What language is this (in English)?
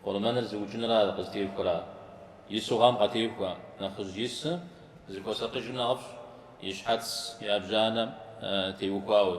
Kabardian